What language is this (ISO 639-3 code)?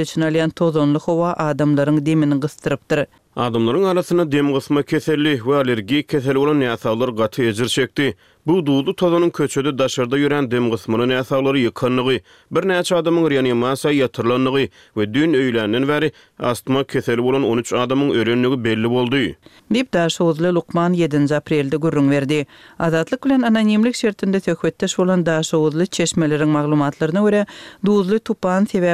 tuk